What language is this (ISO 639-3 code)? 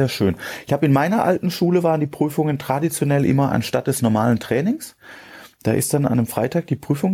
deu